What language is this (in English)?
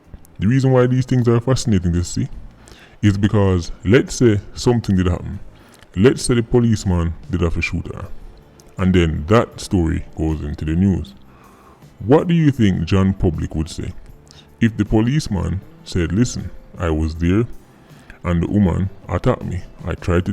Jamaican Creole English